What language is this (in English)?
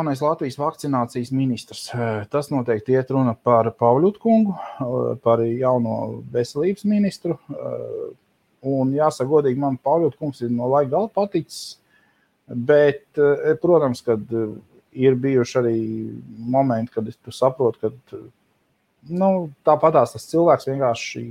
Latvian